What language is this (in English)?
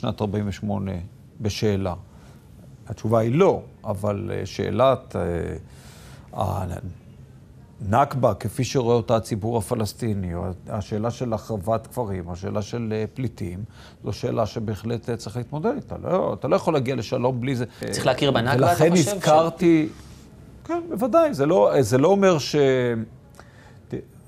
Hebrew